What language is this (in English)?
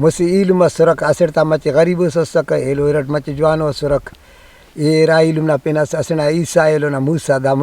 Brahui